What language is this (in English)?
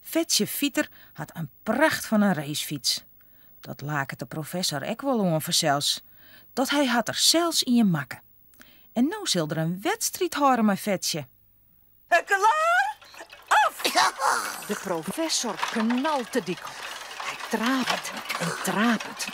Western Frisian